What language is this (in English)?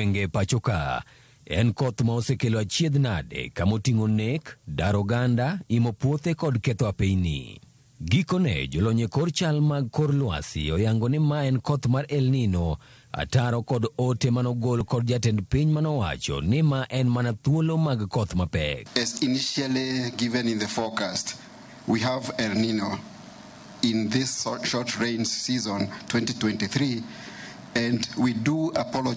Luo (Kenya and Tanzania)